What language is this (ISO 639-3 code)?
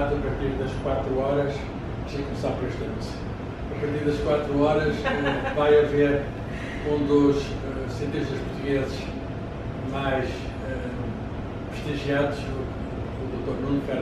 por